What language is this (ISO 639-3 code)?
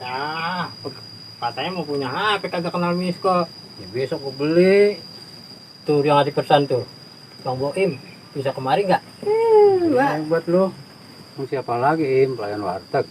bew